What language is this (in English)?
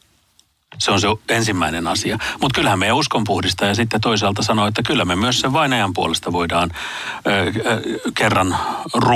Finnish